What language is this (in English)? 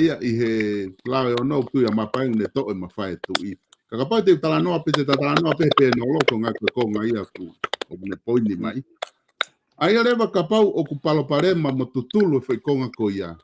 Tongan